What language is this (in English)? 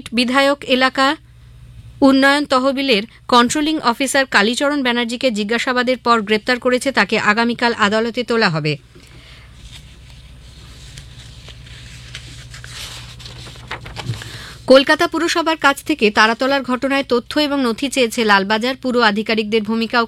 Bangla